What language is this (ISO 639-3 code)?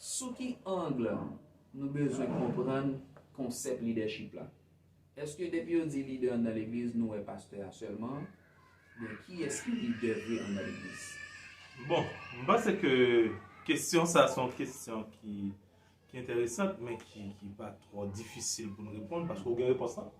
hat